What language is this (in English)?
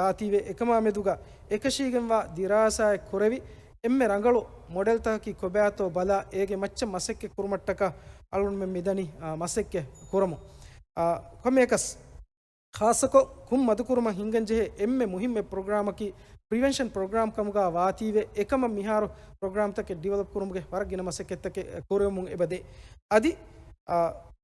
Divehi